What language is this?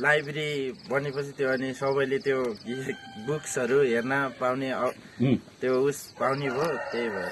Nepali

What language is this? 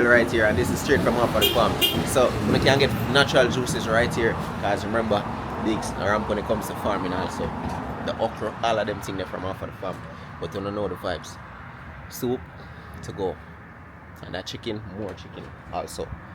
Jamaican Creole English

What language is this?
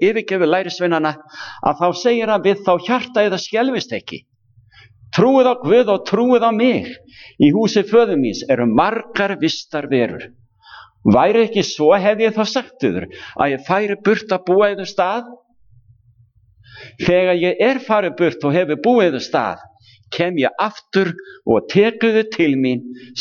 Icelandic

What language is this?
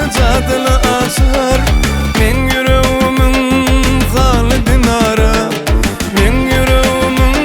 Turkmen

